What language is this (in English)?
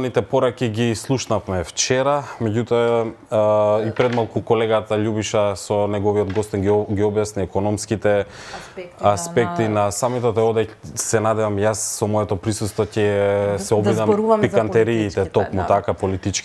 Macedonian